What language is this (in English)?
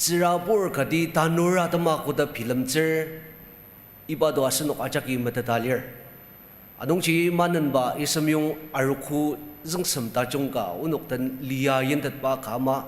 Ao Naga